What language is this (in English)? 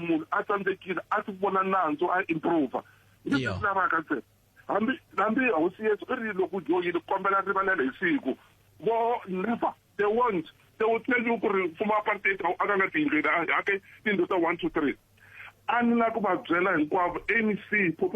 Tsonga